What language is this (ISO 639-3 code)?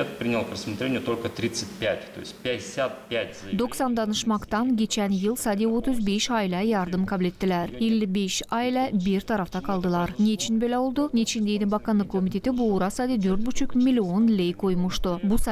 gag